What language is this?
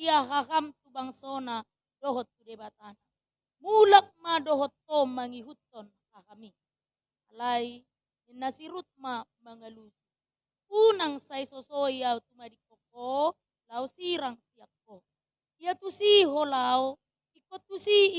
Batak Toba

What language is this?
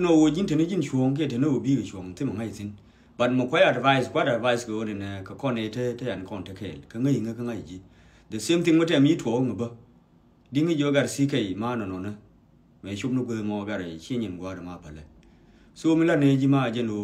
Nuer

